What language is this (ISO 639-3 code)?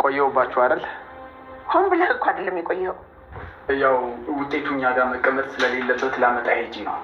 amh